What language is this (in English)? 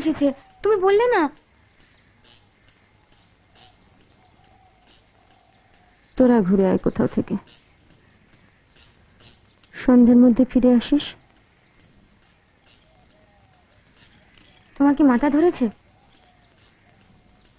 Bangla